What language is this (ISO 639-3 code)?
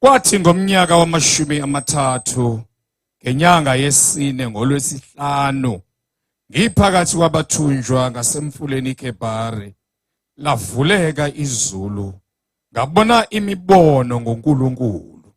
zul